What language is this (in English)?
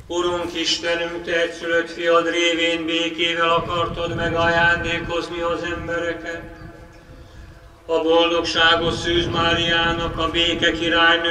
Hungarian